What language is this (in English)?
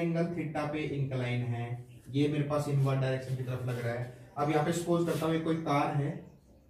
Hindi